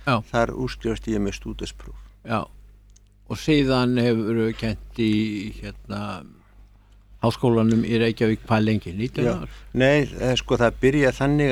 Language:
Icelandic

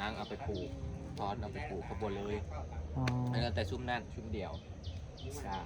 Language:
Northeastern Thai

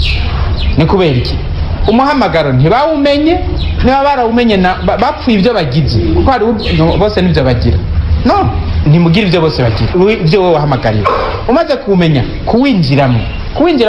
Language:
Rundi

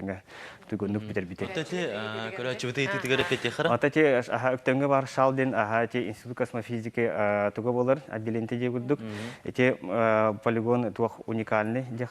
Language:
Yakut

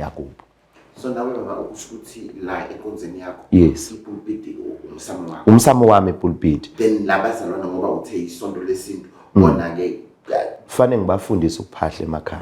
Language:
Zulu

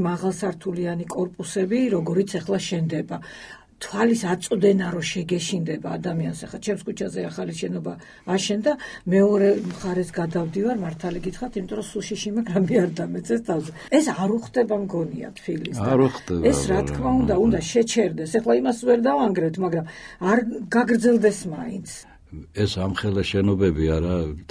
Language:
Georgian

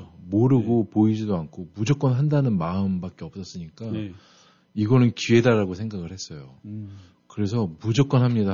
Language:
Korean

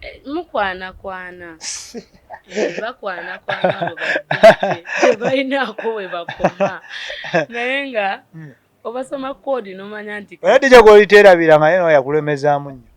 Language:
Ganda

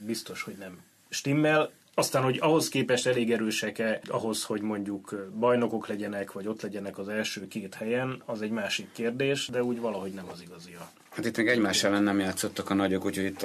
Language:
Hungarian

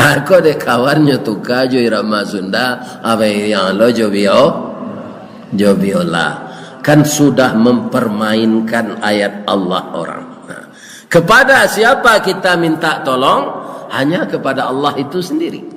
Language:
Minangkabau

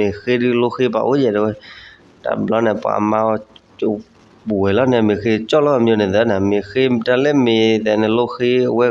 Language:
S'gaw Karen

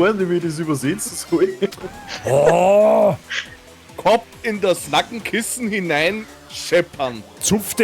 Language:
Bavarian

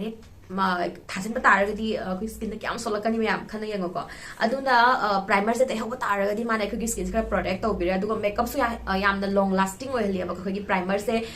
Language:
Manipuri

